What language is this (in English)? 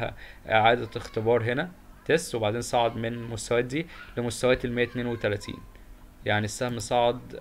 Egyptian Arabic